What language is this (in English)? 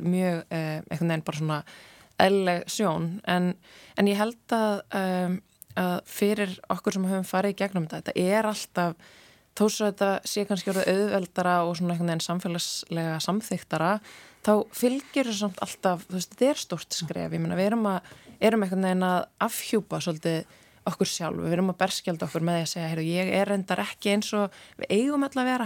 Icelandic